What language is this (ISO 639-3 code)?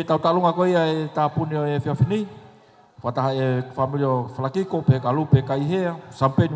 ton